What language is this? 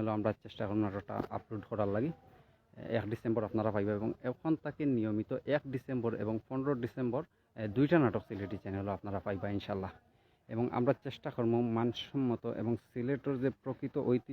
Sylheti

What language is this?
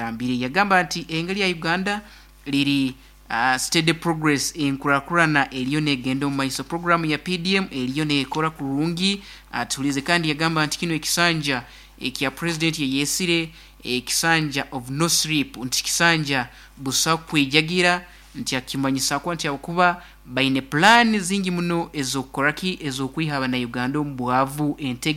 Nyoro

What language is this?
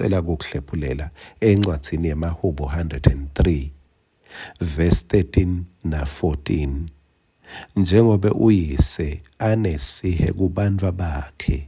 Swati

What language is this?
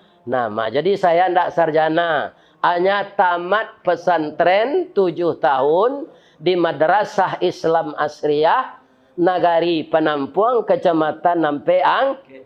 Minangkabau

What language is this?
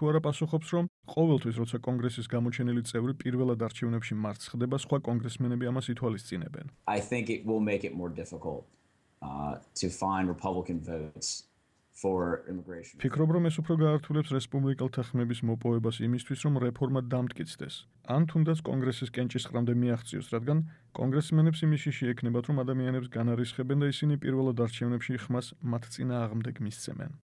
Georgian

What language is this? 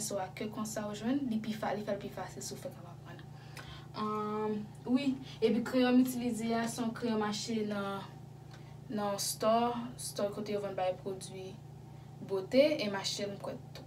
Haitian Creole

